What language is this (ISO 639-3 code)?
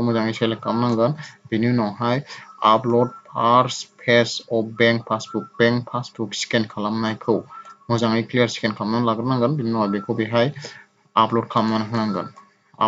brx